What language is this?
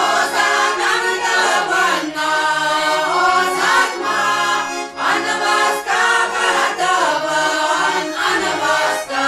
Chuvash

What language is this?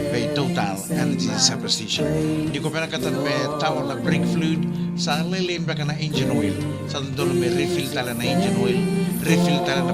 Fijian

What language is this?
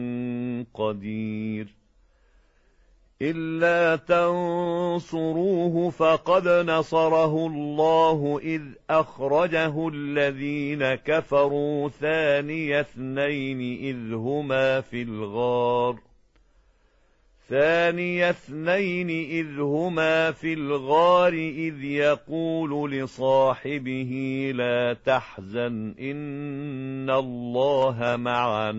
Arabic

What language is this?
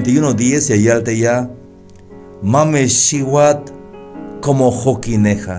Tzeltal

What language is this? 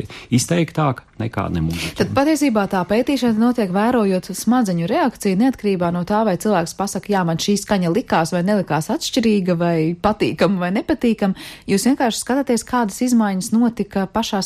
Latvian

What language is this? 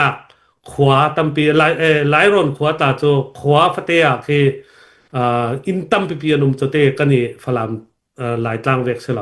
Falam Chin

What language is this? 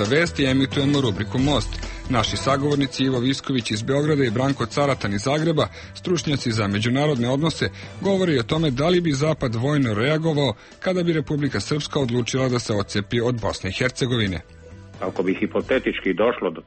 Serbian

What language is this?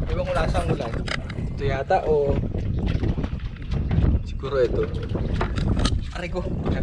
Filipino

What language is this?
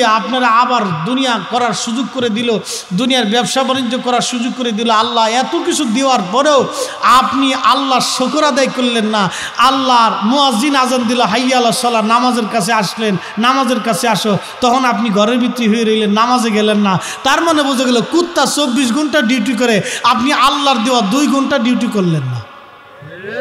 Bangla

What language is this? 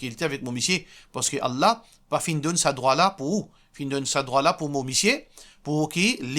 Morisyen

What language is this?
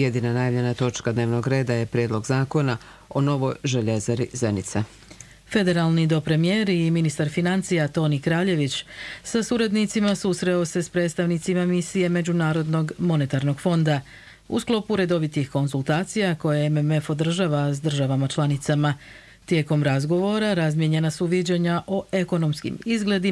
Croatian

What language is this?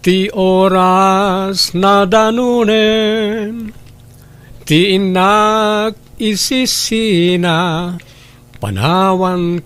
Iloko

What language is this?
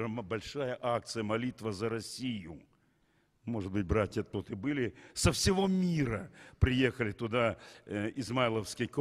Russian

